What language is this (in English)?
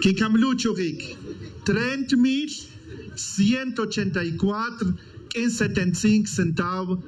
Tz'utujil